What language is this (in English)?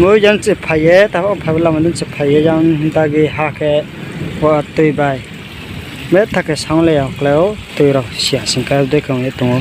Riang (India)